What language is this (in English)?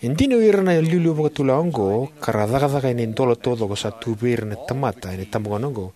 Fijian